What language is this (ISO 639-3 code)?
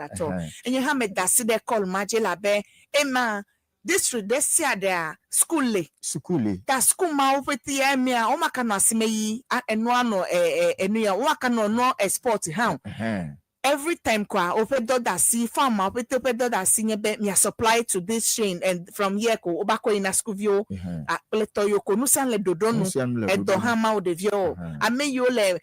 ewe